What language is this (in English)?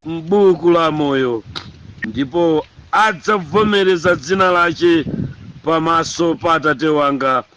Nyanja